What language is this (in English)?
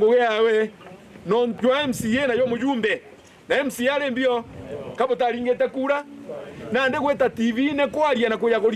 Meru